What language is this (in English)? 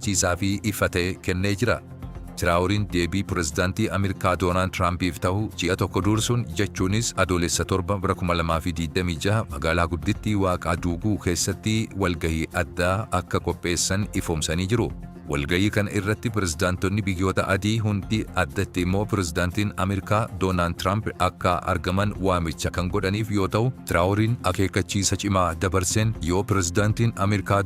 Oromo